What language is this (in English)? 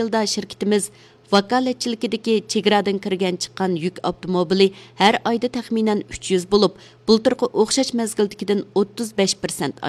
Uyghur